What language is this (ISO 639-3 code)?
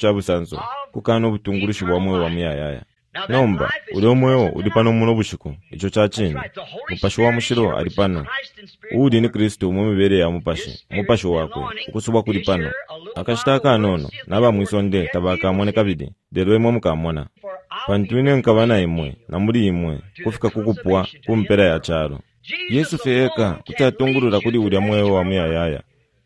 bem